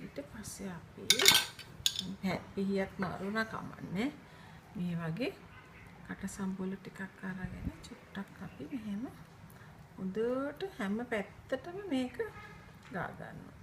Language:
Sinhala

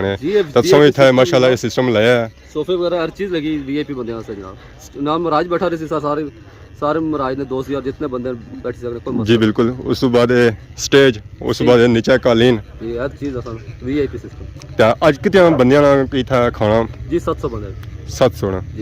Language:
Pahari-Potwari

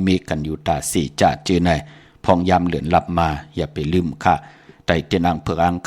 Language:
Shan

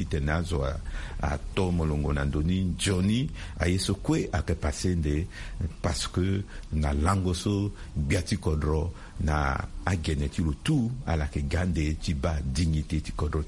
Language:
Sango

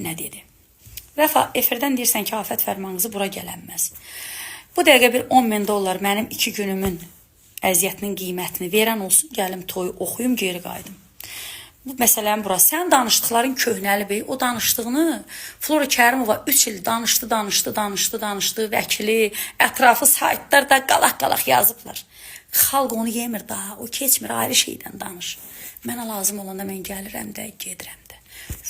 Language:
Azerbaijani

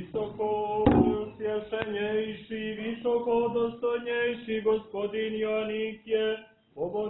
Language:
Serbian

